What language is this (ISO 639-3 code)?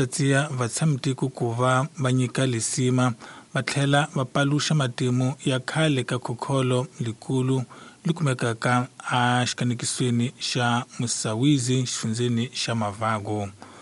tso